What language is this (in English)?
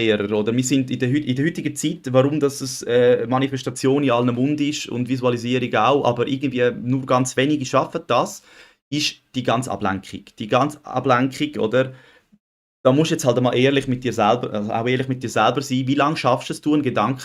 Swiss German